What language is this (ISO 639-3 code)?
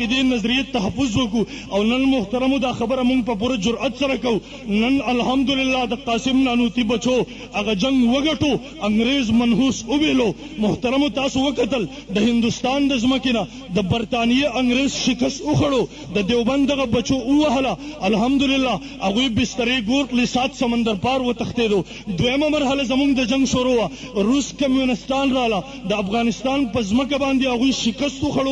pus